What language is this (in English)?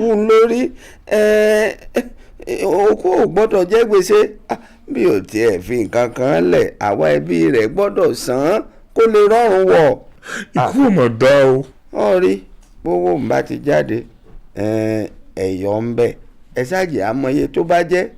Yoruba